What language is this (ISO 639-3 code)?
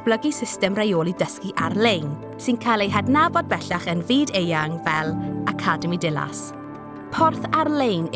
cym